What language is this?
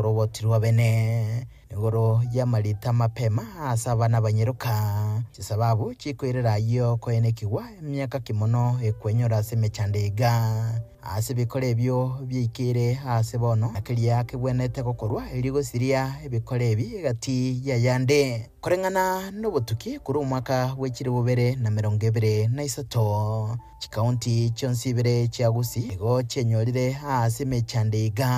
Gusii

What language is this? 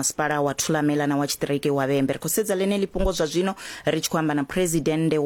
Venda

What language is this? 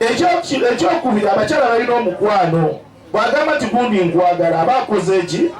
Ganda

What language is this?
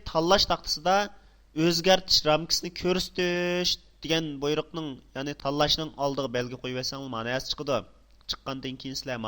Uyghur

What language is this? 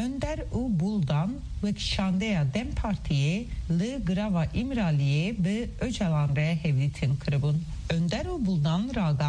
Kurdish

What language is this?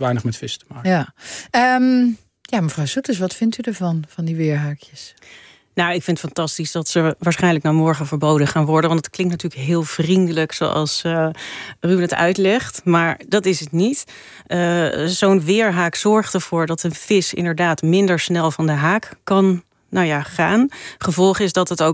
Dutch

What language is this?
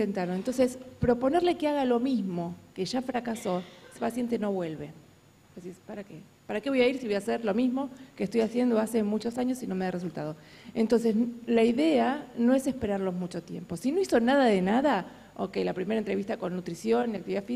Spanish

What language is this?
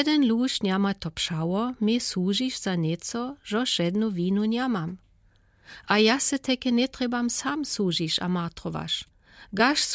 Lower Sorbian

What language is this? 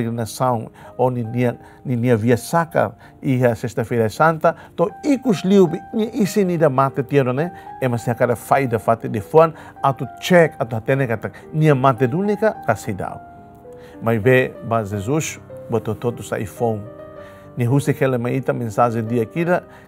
Tetum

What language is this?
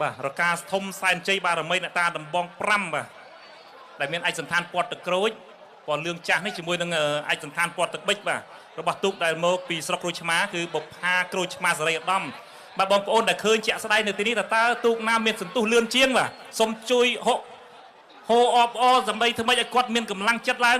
Khmer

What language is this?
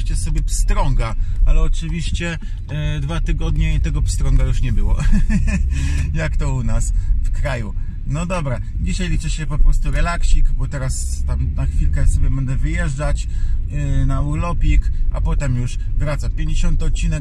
Polish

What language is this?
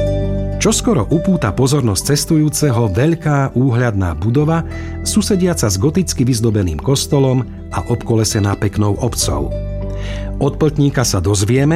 Slovak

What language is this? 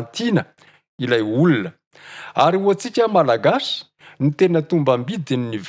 Malagasy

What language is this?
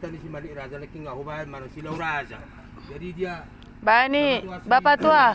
Batak Toba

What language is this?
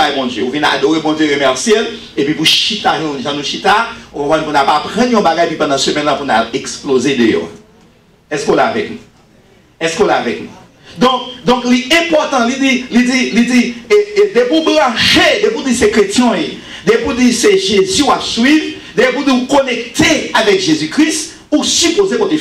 Haitian Creole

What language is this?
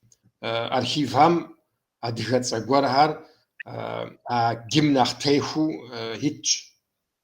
Kabardian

